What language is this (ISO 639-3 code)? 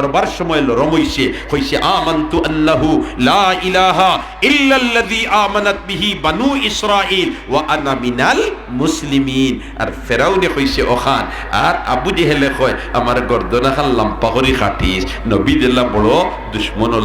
syl